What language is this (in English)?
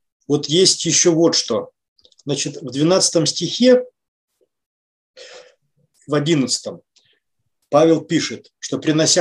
Russian